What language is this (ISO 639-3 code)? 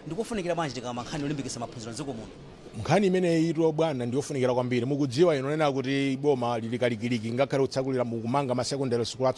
nya